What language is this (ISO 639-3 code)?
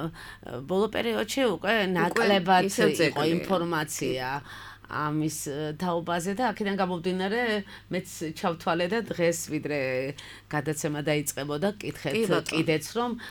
kat